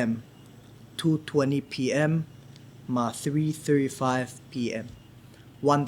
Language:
Palauan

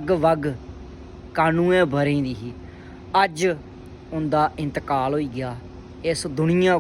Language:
Dogri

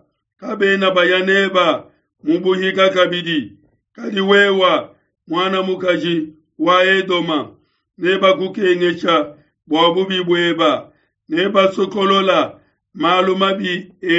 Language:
Luba-Lulua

